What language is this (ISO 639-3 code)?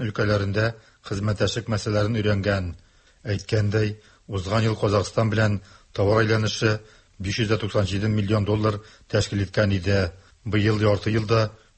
tat